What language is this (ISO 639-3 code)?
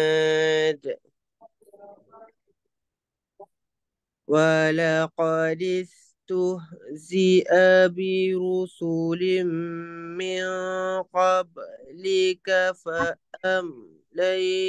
ara